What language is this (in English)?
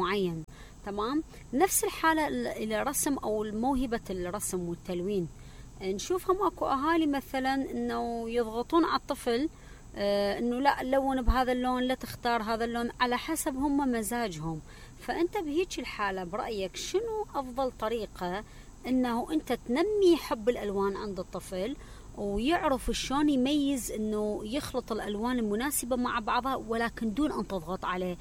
Mesopotamian Arabic